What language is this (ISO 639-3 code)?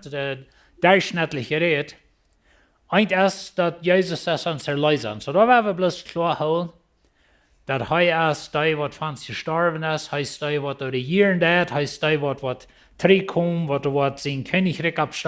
pdt